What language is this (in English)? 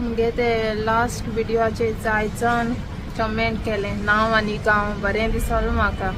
Konkani